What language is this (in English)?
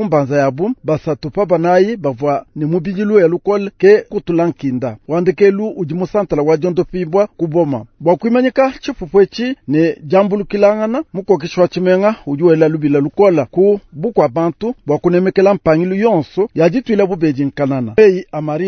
Luba-Lulua